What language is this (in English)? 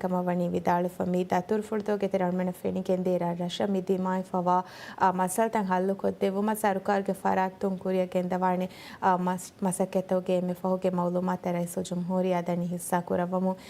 Divehi